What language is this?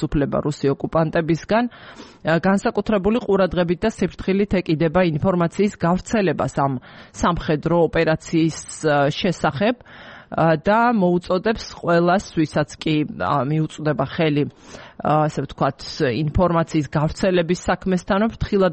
Georgian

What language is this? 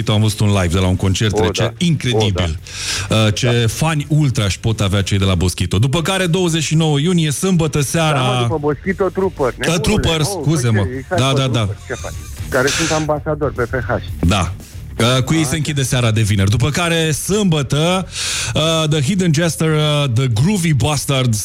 Romanian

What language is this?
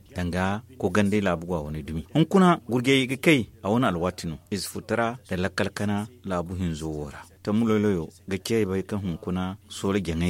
Zarma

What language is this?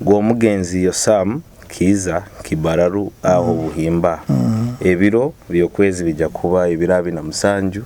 Nyoro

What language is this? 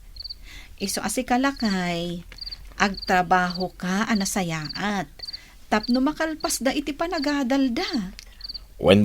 Iloko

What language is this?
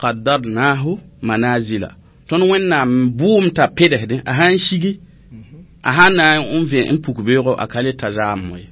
Mossi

